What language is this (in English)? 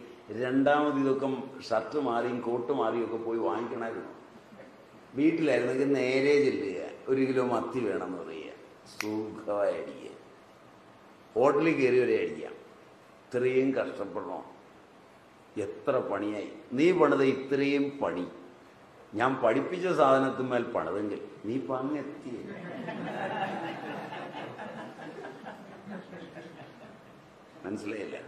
Malayalam